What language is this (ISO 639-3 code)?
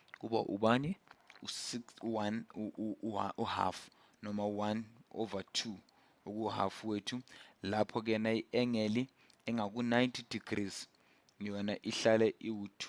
zul